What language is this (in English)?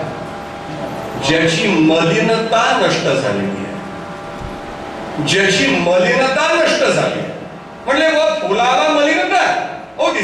Marathi